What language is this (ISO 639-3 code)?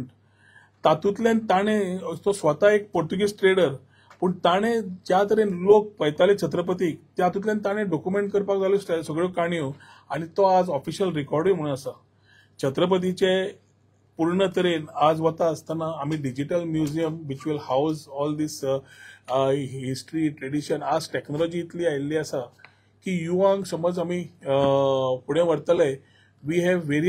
kok